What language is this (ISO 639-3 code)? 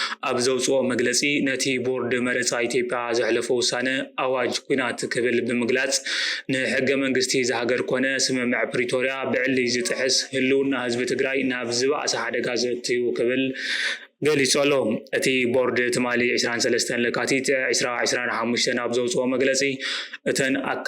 tir